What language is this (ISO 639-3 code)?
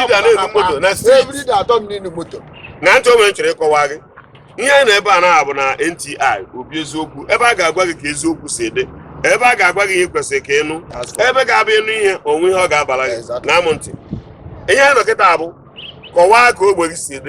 ibo